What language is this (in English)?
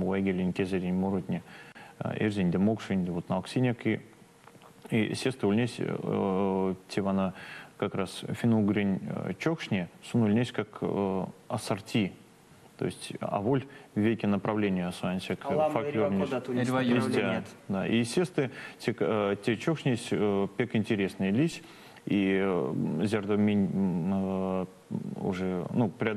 Erzya